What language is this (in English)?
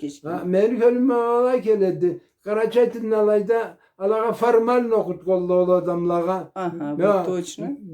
Karachay-Balkar